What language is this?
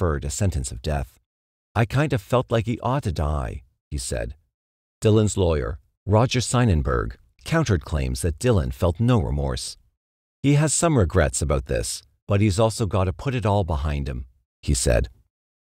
English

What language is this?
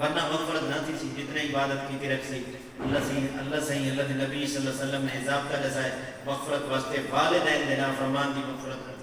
Saraiki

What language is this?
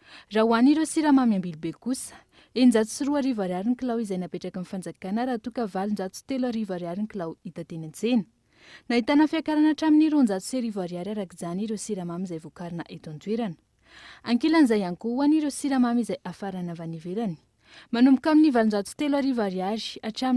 Malagasy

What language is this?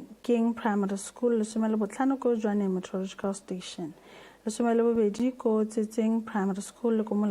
Tswana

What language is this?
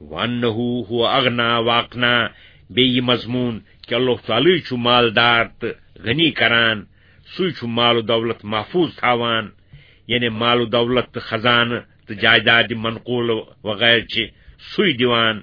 Kashmiri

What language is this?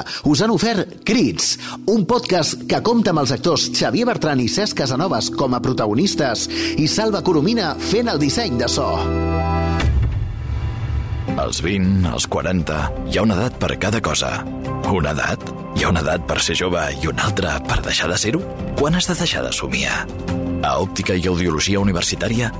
Catalan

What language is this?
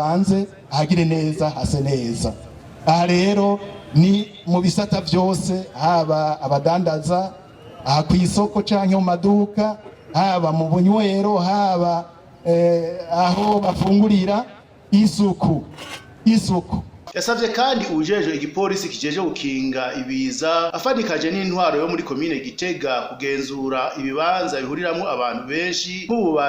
Rundi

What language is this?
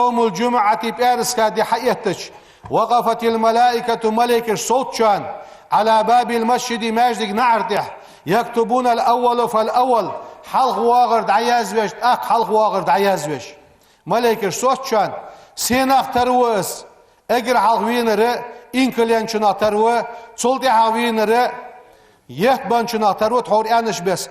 Ingush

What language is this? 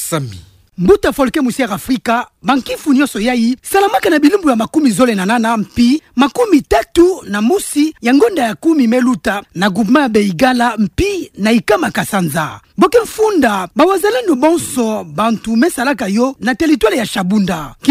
Kituba (Democratic Republic of Congo)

